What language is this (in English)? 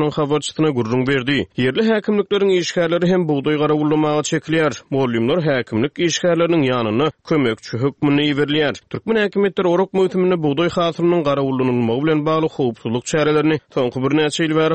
Turkmen